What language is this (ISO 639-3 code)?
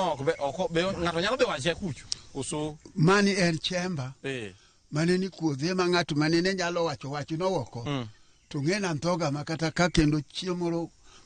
luo